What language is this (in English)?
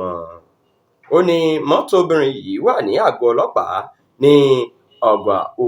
Yoruba